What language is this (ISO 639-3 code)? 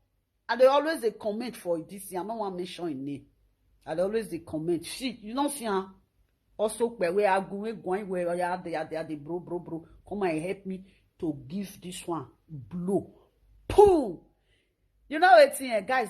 pcm